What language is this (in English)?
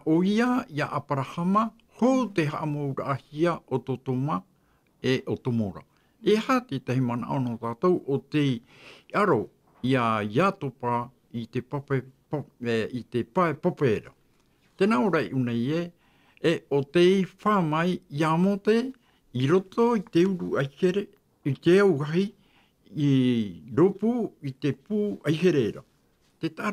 Tahitian